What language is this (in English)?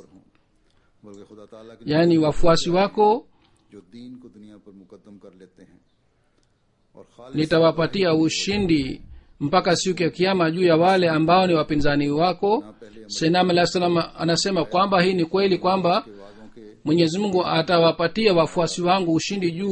Swahili